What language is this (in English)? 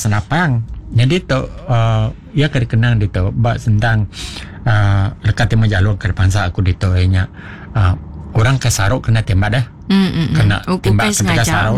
Iban